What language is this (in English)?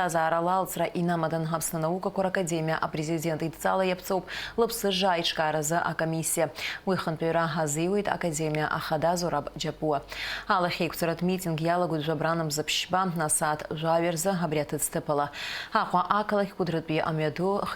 Abkhazian